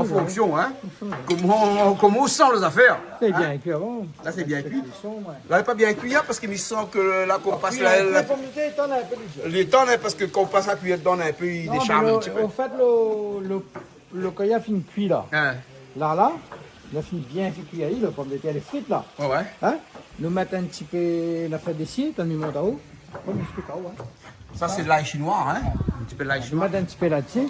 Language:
Réunion Creole French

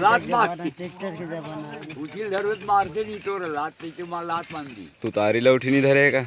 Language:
Chhattisgarhi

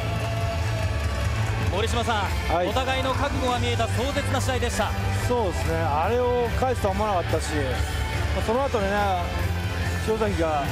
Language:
Japanese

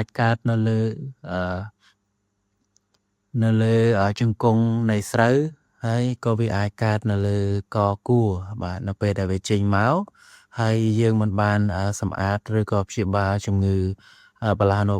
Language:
Khmer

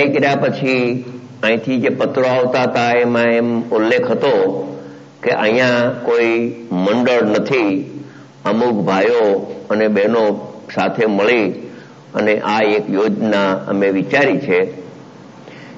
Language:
Gujarati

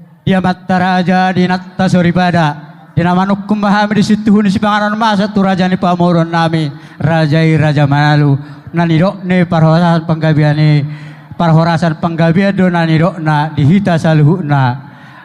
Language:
Batak Toba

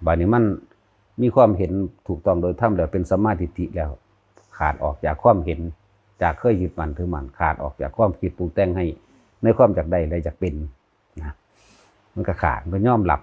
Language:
Lao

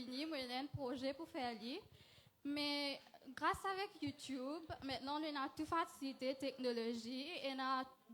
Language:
Morisyen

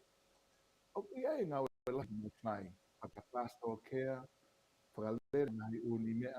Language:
Tongan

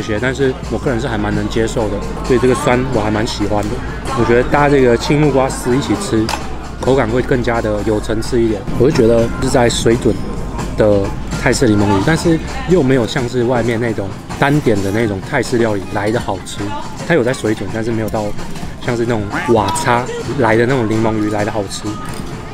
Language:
Chinese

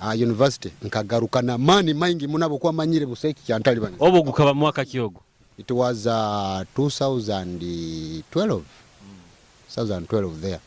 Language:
Nyoro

